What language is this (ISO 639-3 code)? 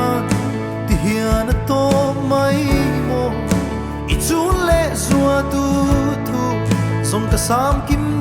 lus